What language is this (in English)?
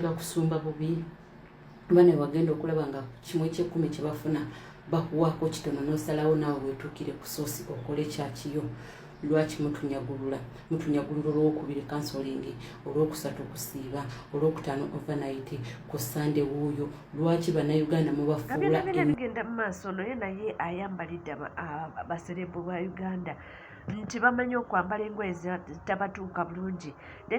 Ganda